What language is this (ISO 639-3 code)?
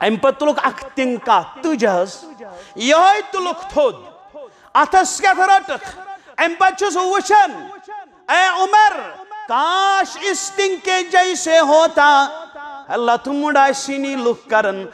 kas